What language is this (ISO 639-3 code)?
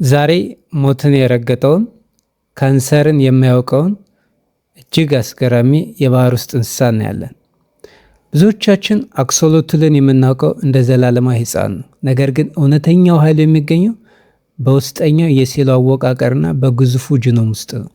amh